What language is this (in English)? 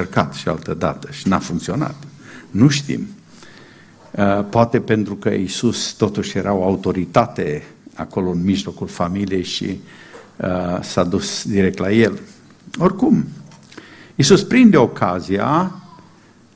Romanian